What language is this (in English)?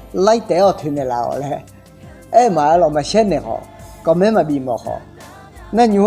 Akha